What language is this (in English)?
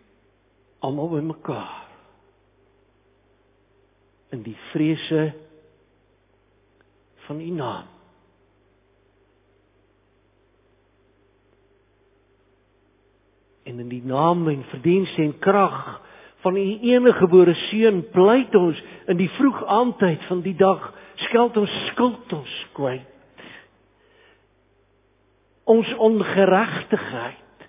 Afrikaans